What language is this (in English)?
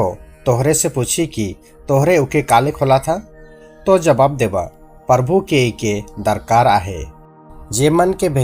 Sadri